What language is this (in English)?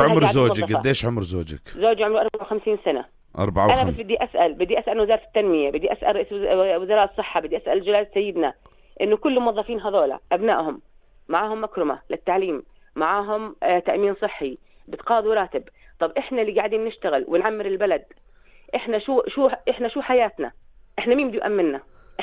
South Levantine Arabic